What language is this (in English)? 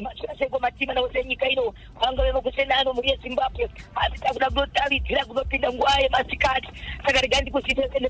Shona